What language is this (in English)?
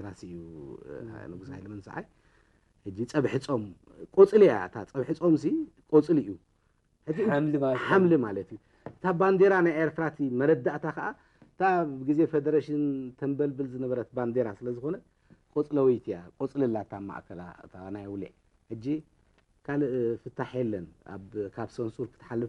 Tigrinya